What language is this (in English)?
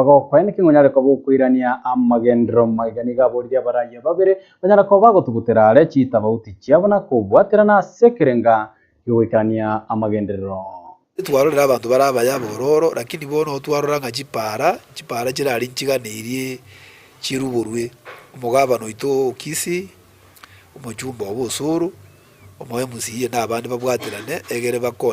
Gusii